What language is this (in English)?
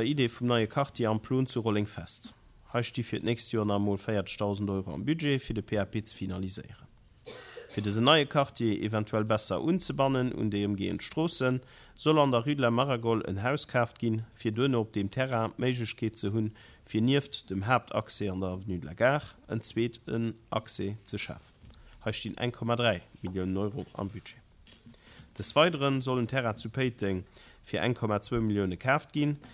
Luxembourgish